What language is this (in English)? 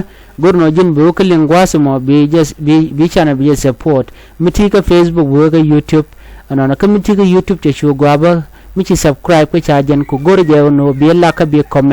Nuer